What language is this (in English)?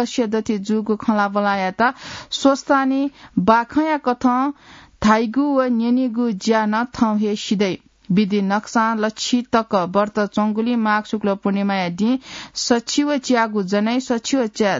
Newari